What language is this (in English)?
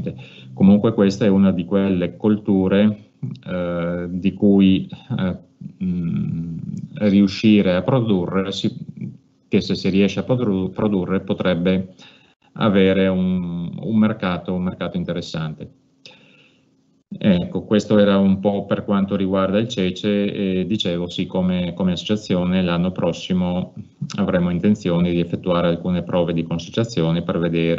Italian